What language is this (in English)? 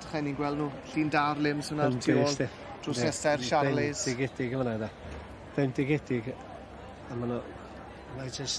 Welsh